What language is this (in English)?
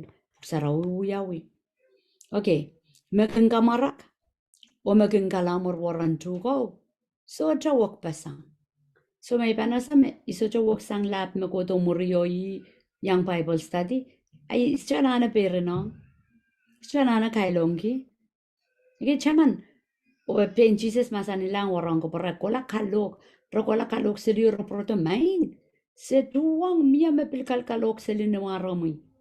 Pohnpeian